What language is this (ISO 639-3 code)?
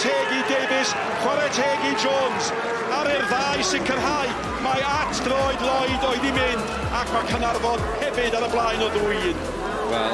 cym